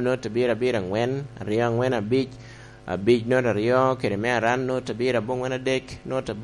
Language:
Lango (Uganda)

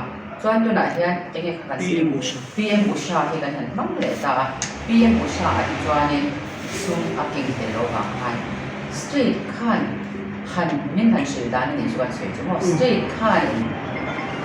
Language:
Mizo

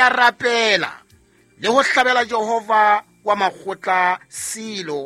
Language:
Southern Sotho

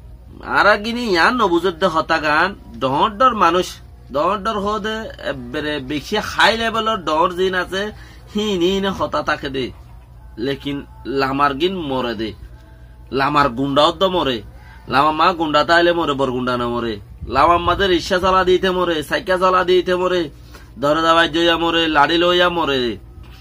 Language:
Rohingya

